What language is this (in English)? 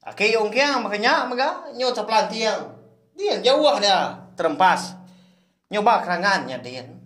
Iban